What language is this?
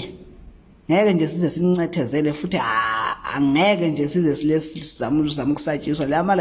Zulu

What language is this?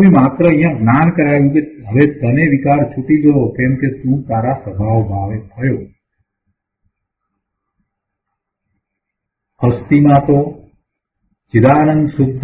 Gujarati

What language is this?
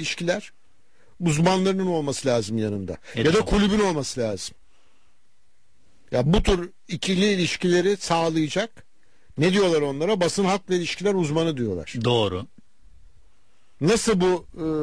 Turkish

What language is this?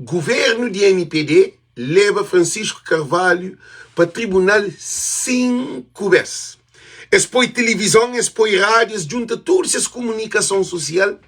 Kabuverdianu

